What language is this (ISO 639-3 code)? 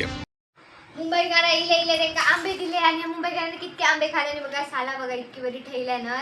kok